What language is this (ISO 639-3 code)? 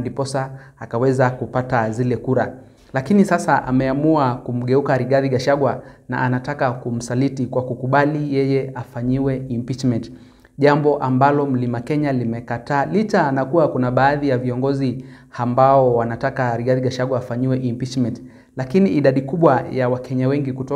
swa